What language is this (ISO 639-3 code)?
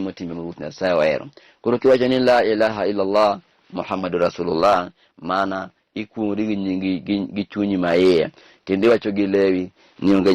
luo